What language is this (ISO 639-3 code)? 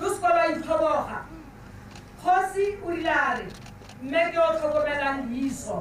tsn